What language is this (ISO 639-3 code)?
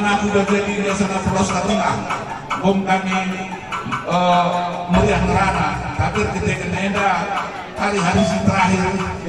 btx